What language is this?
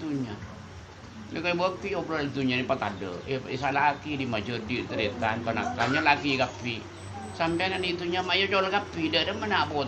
Madurese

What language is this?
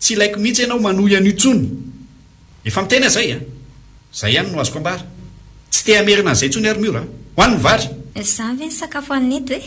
Malagasy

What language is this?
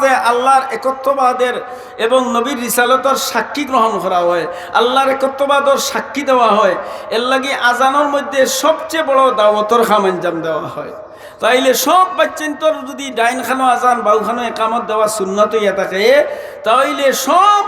Sylheti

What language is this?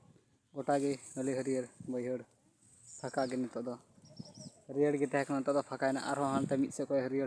Santali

